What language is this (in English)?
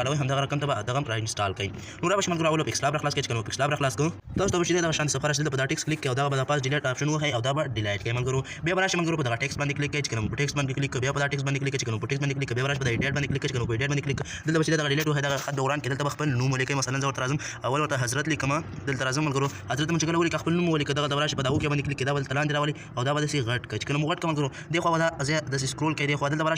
Pashto